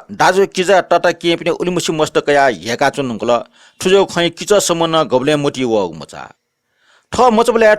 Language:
Newari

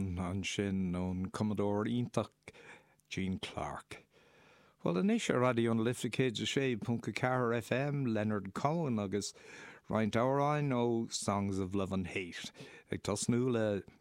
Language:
Irish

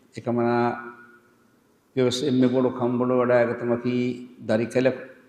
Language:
Divehi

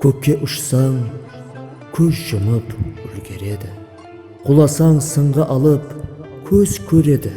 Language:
Kara-Kalpak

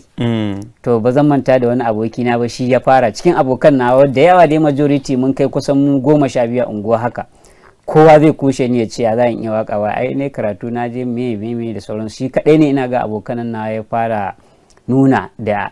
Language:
Hausa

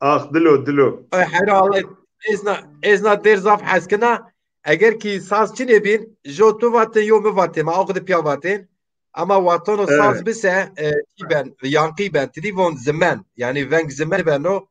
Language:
Zaza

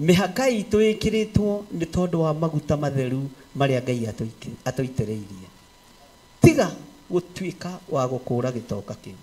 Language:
Kikuyu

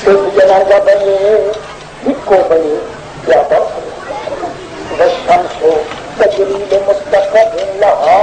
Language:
Saraiki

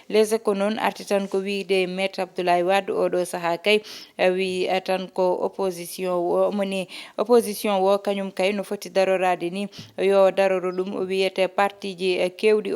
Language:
Fula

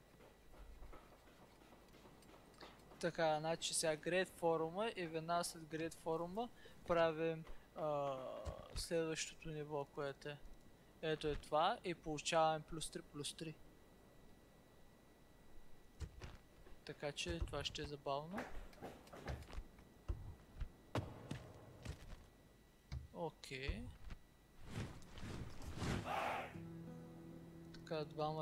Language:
Bulgarian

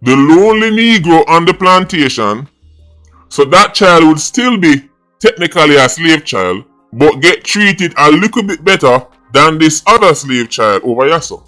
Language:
Jamaican Creole English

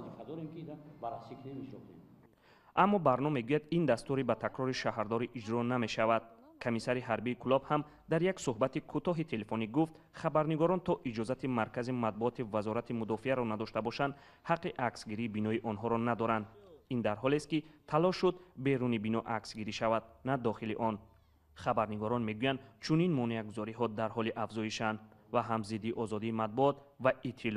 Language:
Tajik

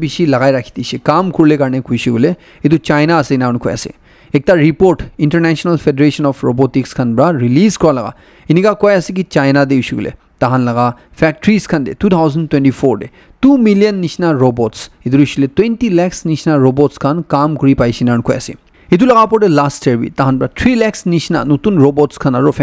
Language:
Naga Pidgin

